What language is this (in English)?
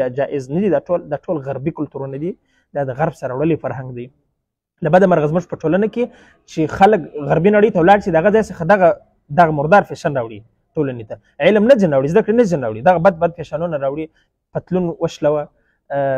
Pashto